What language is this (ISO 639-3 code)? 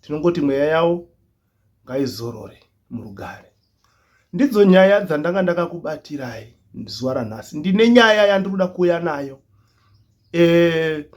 sna